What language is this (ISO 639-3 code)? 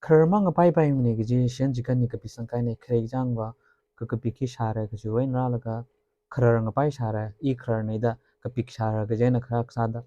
nmf